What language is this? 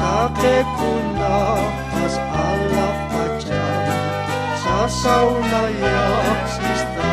Aymara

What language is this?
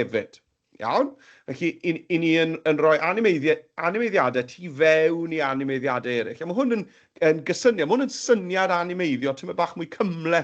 Welsh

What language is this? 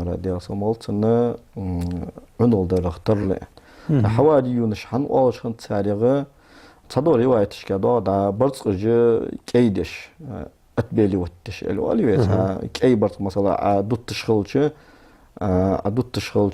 Ingush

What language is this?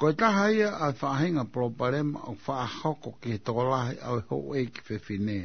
Tongan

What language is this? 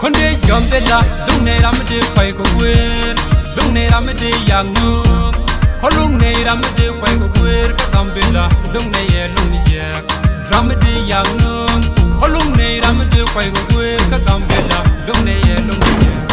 Nuer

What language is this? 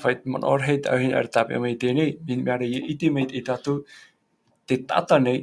Tahitian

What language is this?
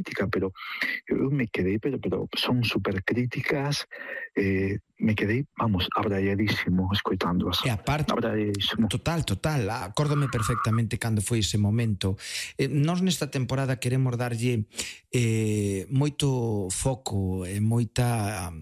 Galician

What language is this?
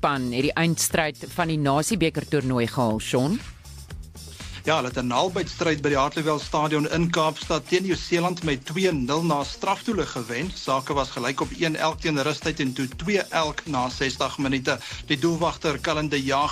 Afrikaans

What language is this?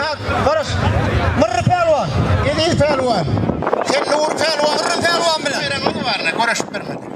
Turkmen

